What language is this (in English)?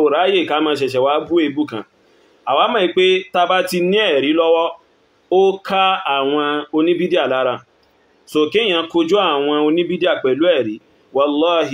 Yoruba